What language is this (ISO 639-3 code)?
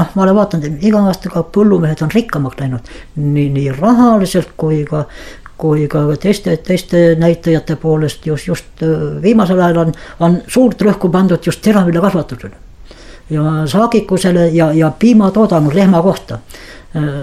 est